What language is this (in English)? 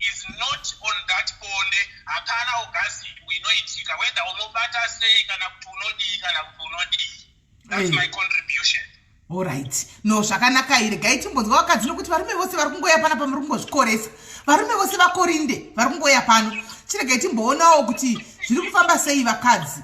Shona